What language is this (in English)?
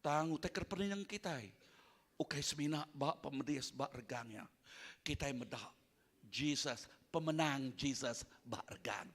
Iban